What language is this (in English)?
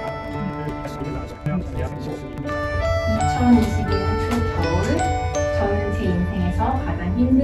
Korean